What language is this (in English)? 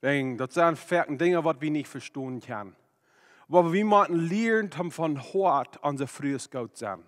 Plautdietsch